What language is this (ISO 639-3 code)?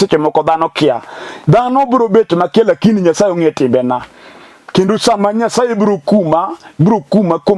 luo